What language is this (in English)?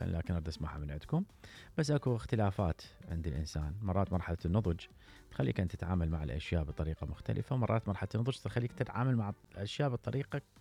Mesopotamian Arabic